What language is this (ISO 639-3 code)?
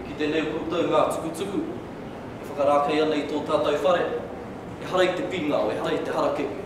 mri